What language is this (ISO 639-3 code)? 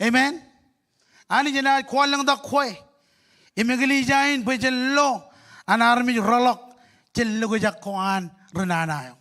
mah